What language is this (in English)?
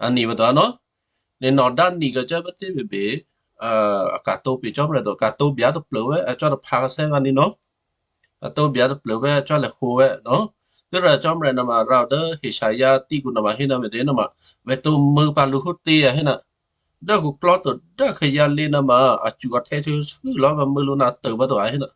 Western Kayah